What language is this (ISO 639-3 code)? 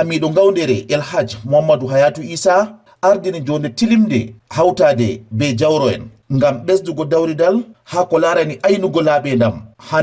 ful